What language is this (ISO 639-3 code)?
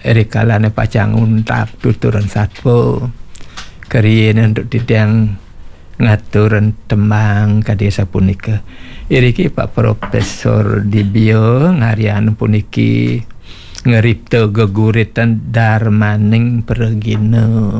ban